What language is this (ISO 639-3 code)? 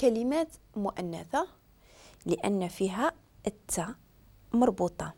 ary